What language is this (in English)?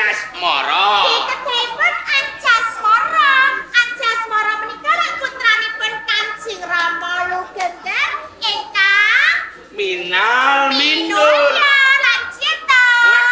Javanese